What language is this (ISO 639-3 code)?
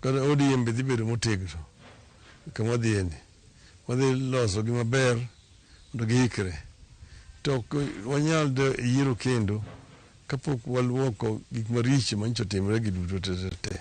luo